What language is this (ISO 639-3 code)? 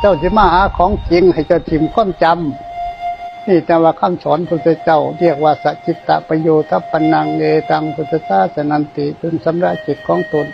tts